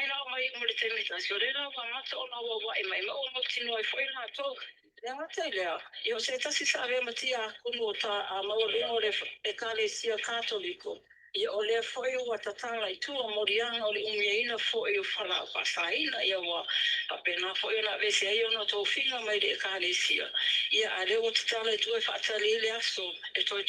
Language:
Samoan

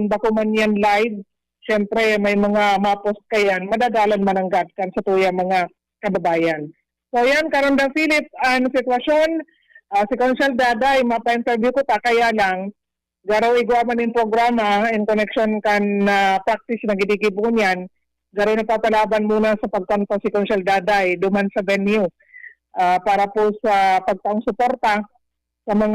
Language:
Bikol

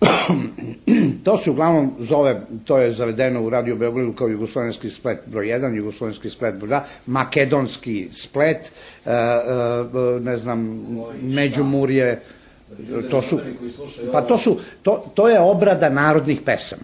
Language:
Serbian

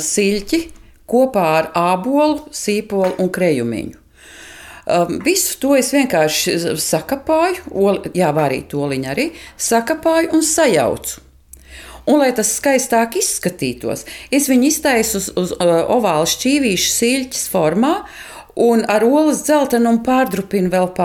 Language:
Latvian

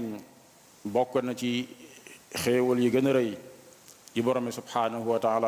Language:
Wolof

